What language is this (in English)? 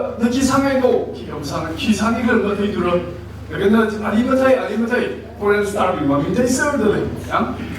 Tangkhul Naga (India)